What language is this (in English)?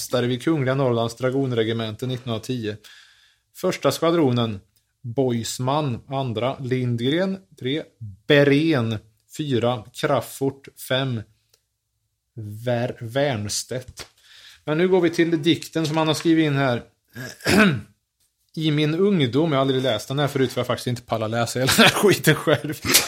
Swedish